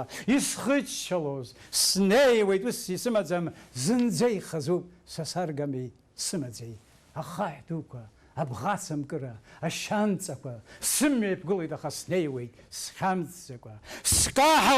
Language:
Abkhazian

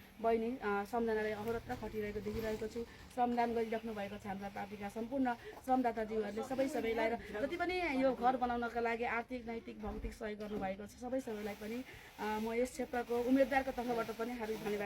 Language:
Nepali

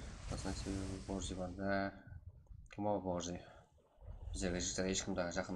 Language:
Kara-Kalpak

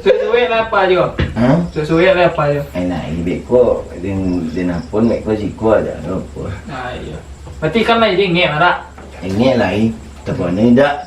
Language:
Minangkabau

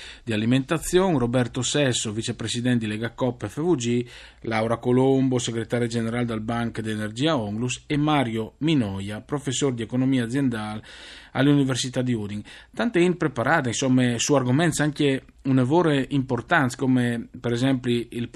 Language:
Friulian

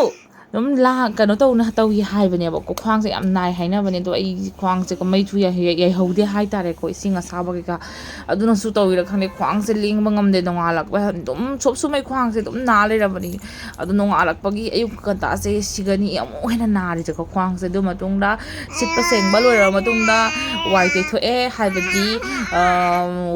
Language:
Manipuri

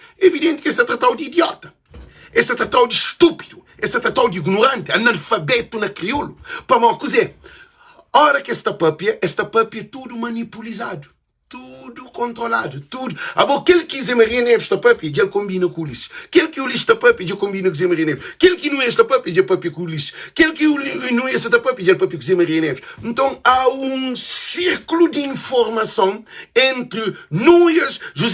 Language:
Kabuverdianu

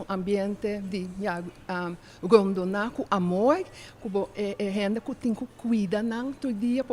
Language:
Papiamento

